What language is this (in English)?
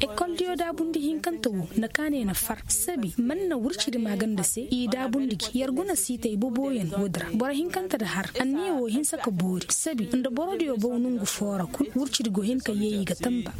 Koyraboro Senni